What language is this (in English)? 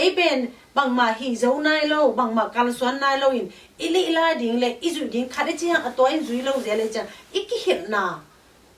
Tedim Chin